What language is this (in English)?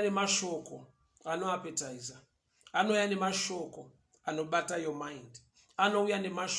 Shona